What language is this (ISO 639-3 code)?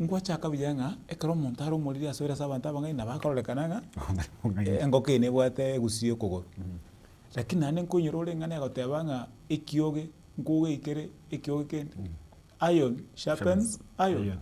guz